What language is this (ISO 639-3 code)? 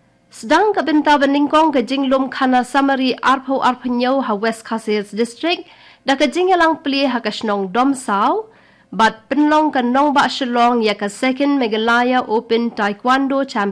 kha